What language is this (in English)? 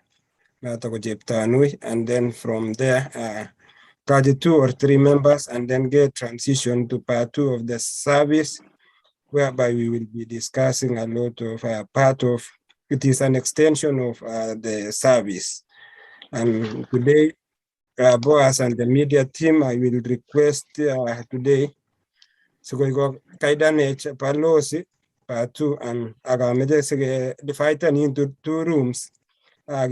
Kalenjin